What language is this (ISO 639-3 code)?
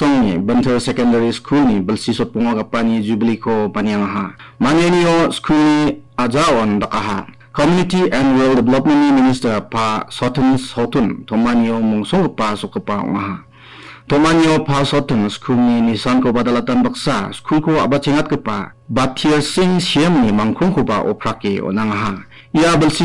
grt